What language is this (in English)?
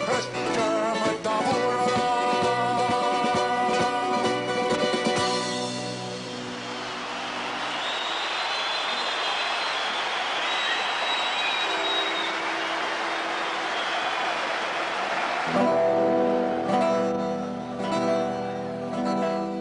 Greek